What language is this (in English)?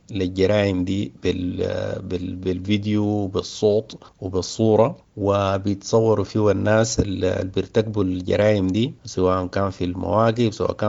Sudanese Arabic